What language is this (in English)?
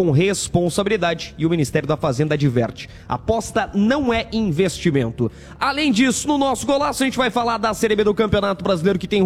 Portuguese